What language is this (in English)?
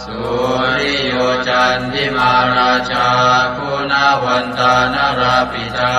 Pali